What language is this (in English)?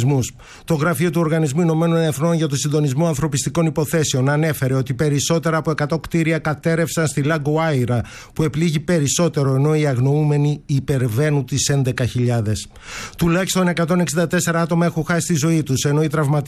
Greek